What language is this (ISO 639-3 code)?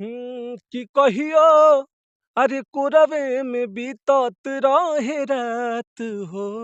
bho